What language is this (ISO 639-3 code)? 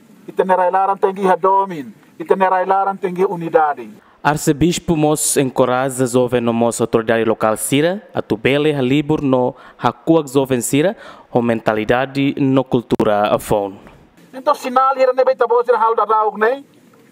tet